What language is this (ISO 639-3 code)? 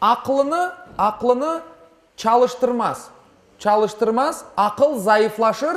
crh